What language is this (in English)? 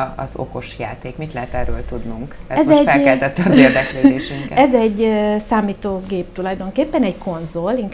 Hungarian